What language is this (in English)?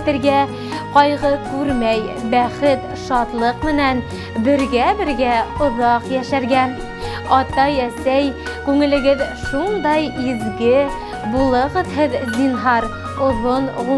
Bashkir